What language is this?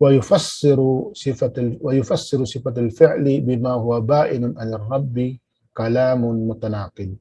Tausug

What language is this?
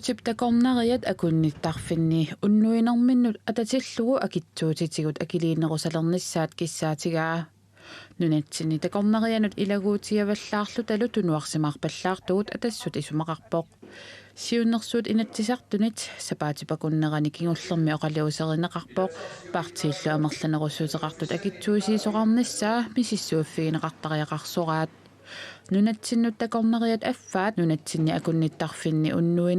Kalaallisut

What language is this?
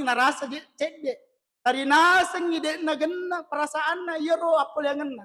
Buginese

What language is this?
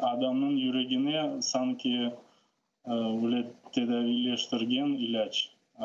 Crimean Tatar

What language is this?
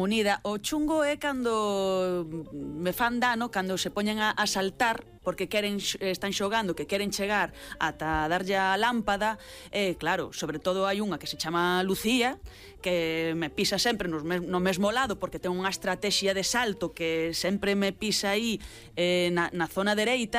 Galician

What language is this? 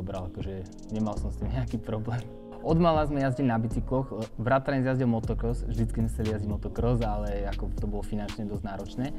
Slovak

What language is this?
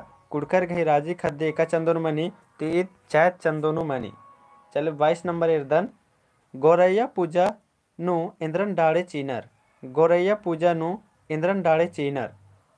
Kurukh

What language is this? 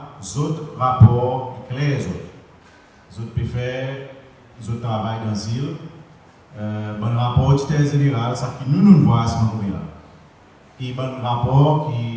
Seselwa Creole French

